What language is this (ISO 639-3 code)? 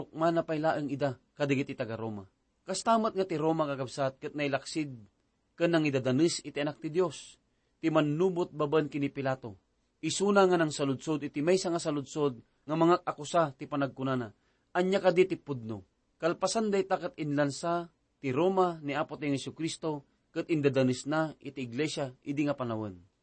ilo